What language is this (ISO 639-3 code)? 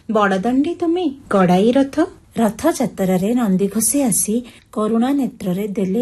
ori